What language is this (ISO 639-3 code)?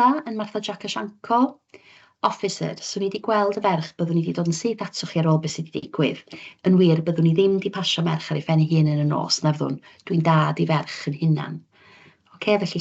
cym